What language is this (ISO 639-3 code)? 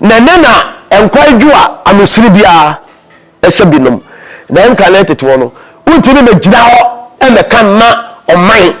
aka